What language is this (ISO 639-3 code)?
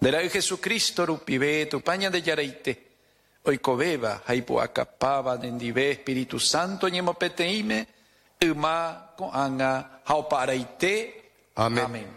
grn